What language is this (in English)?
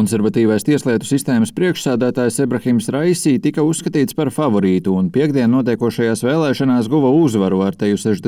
Latvian